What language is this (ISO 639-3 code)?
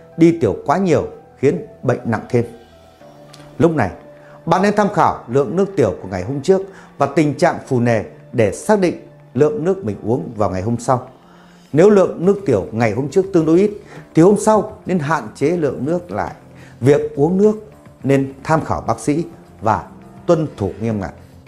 vie